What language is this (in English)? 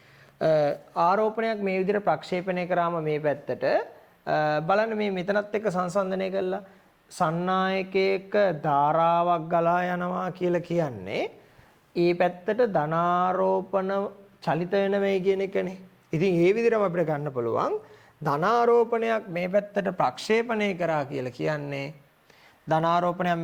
Sinhala